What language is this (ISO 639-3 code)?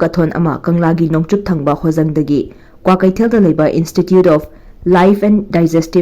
mni